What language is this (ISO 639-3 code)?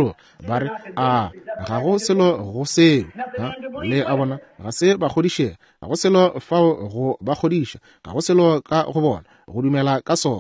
nso